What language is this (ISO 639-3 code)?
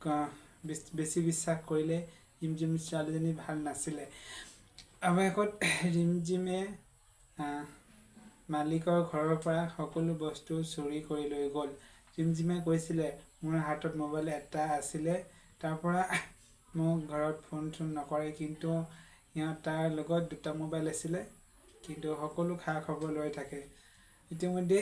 asm